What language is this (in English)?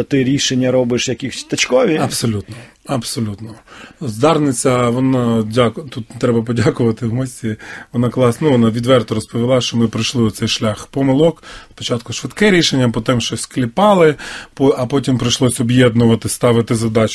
Ukrainian